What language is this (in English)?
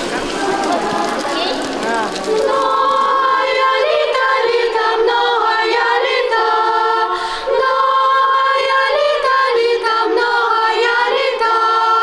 Ukrainian